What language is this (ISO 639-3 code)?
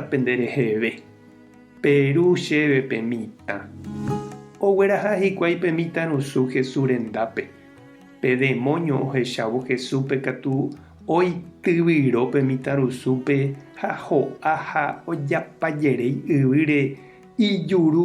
grn